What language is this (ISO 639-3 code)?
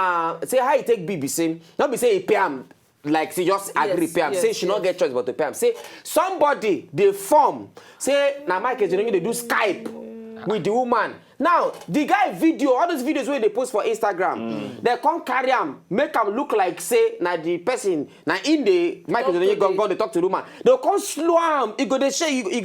pcm